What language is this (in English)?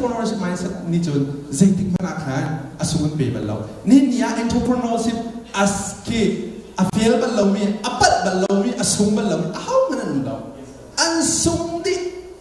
Hakha Chin